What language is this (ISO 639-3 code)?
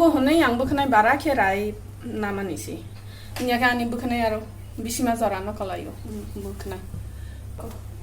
trp